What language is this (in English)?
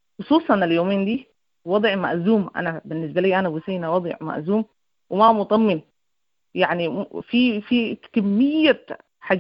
Sudanese Arabic